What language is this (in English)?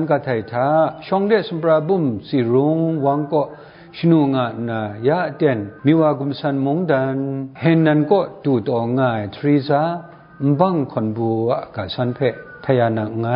Kachin